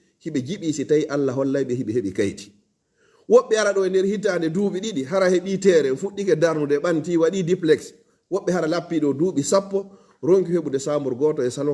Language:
Fula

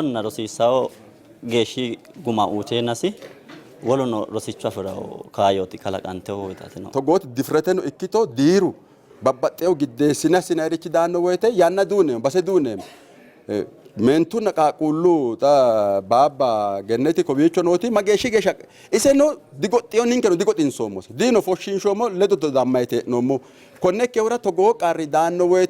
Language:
Sidamo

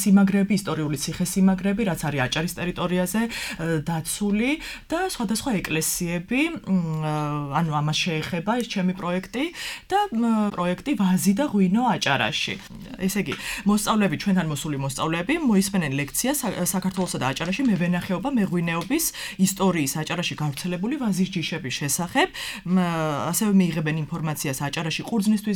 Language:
Georgian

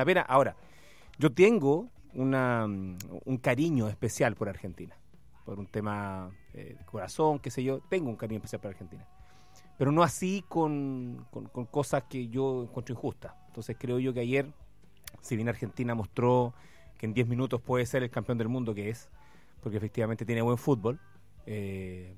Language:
Spanish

